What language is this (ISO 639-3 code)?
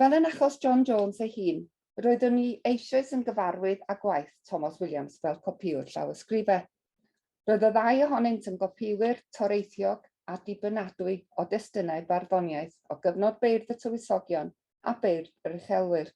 cym